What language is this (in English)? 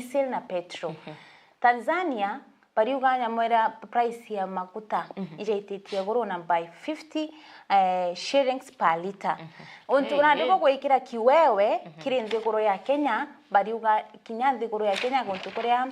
Meru